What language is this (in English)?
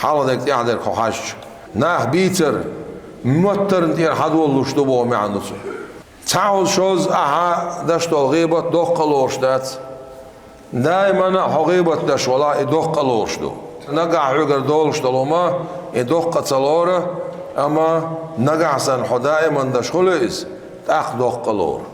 Chechen